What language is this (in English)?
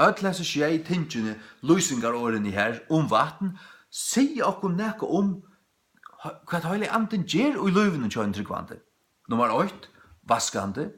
Faroese